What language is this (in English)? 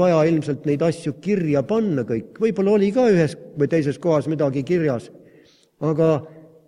Estonian